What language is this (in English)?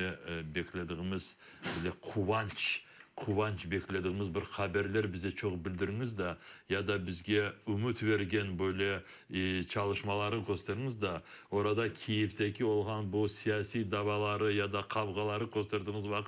Crimean Tatar